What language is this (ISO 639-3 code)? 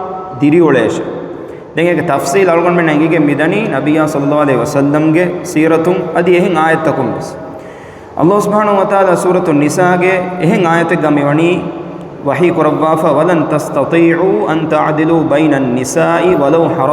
div